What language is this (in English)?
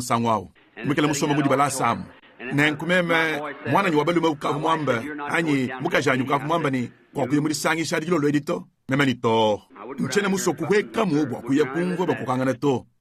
Luba-Lulua